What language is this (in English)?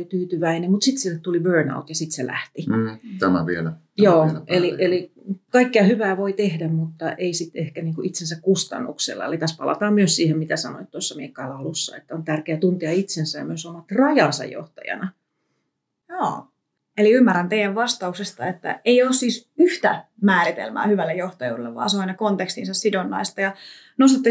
Finnish